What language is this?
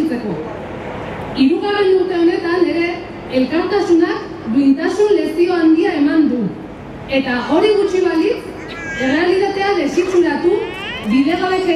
Basque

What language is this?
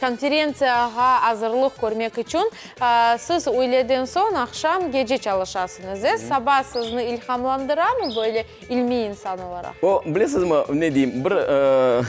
Crimean Tatar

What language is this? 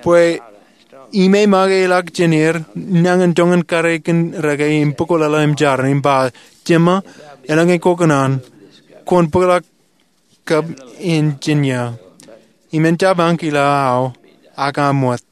Marshallese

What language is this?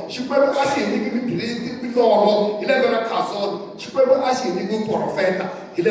Tsonga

